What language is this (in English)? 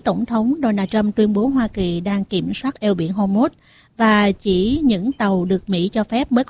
Vietnamese